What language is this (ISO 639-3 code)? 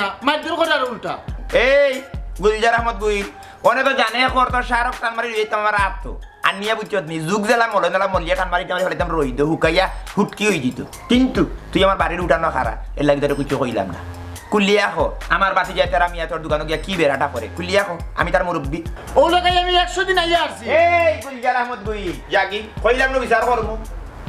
syl